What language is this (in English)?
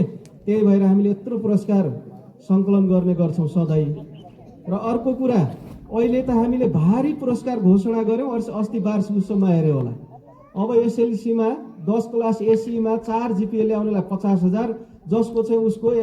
Nepali